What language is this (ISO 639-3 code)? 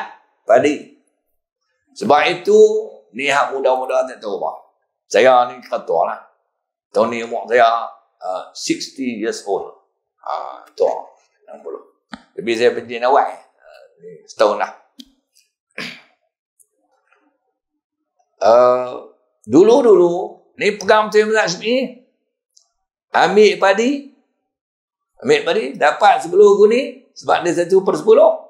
msa